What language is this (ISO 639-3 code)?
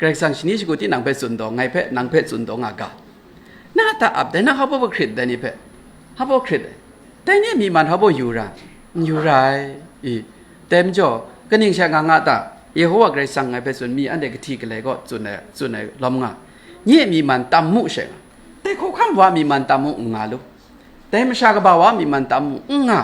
kac